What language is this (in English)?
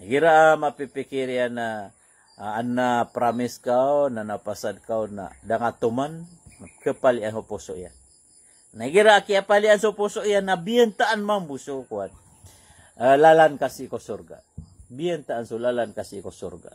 Maranao